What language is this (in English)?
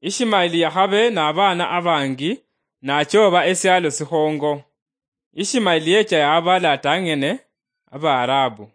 Luyia